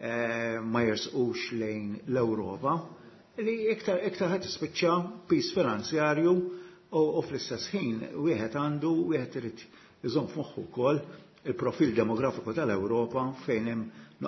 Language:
Maltese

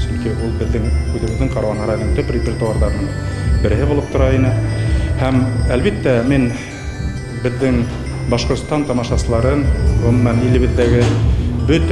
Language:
Bashkir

